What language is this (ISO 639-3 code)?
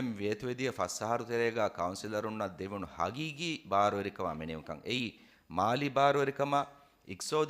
div